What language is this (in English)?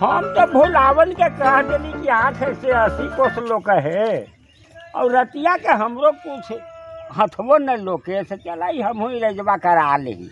Magahi